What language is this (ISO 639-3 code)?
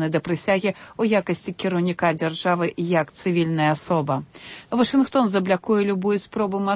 bel